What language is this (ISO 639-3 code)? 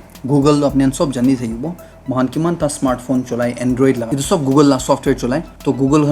nag